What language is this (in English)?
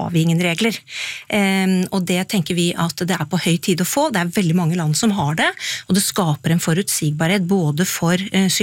Norwegian